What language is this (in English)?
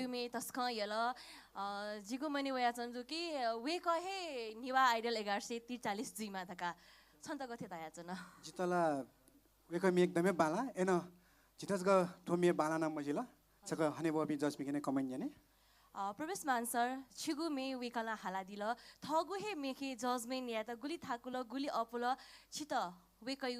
Newari